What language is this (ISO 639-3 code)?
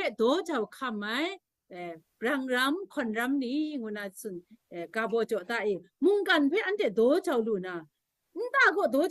kac